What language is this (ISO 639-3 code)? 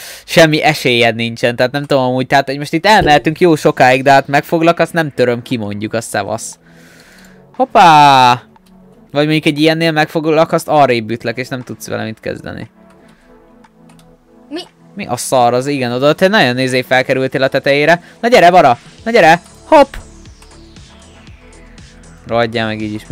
hun